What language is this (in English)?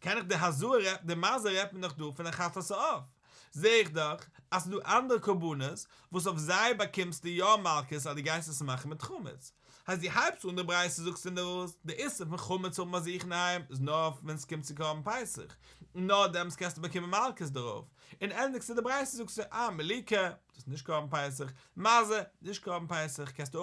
Yiddish